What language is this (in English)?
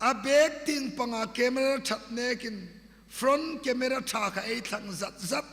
Hmar